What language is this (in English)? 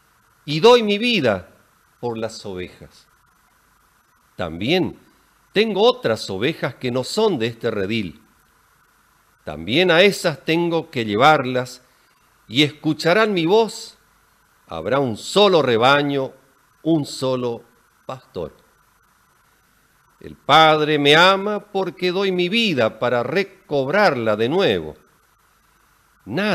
Spanish